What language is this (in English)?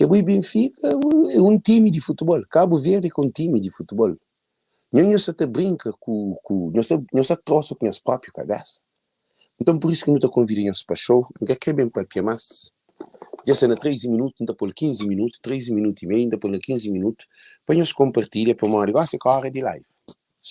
Kabuverdianu